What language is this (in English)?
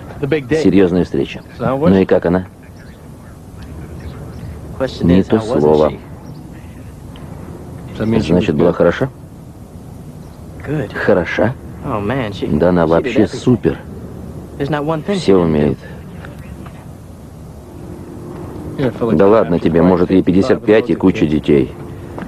Russian